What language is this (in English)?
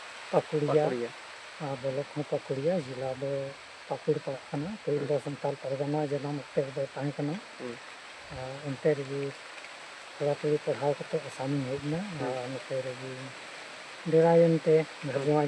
Santali